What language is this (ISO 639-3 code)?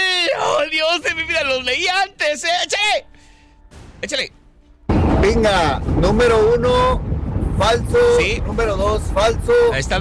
spa